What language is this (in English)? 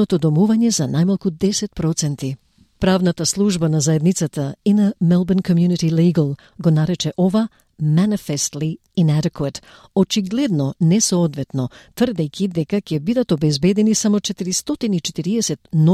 Macedonian